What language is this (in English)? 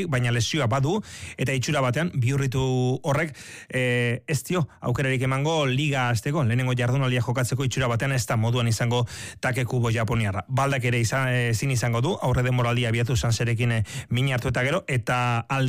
Basque